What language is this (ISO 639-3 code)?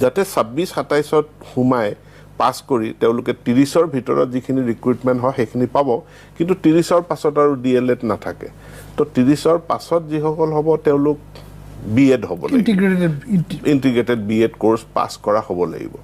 asm